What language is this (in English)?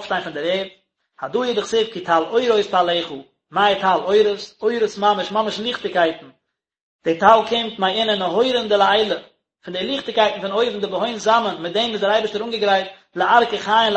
Yiddish